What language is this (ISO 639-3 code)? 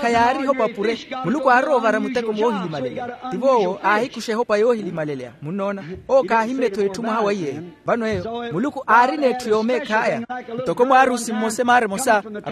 vmw